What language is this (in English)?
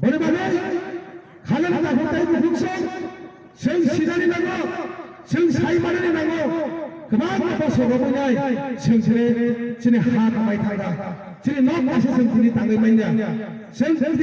Kok Borok